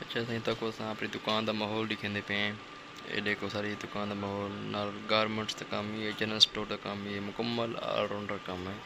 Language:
Saraiki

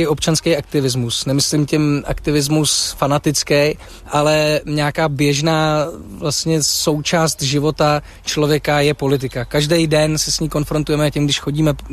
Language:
Czech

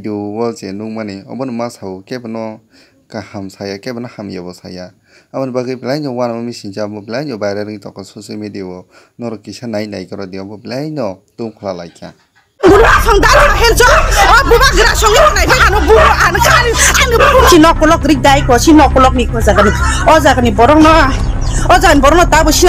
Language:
Kok Borok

